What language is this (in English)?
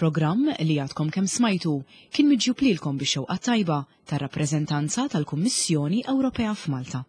Maltese